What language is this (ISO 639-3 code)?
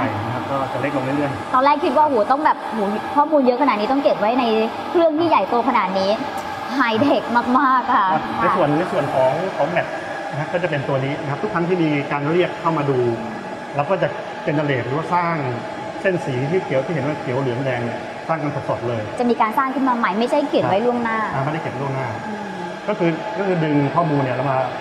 tha